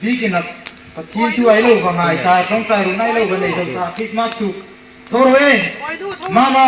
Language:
Hmar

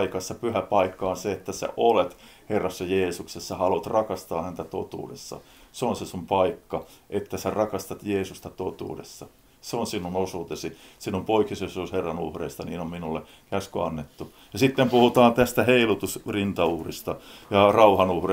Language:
Finnish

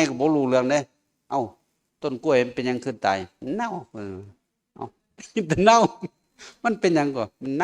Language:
Northeastern Thai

